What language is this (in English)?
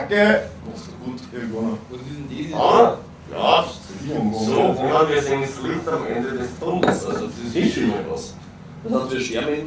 Bavarian